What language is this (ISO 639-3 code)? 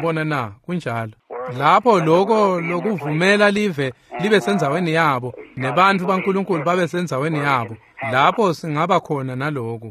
ssw